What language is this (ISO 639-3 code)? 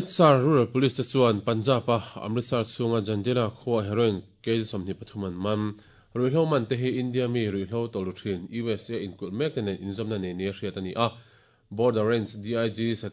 lus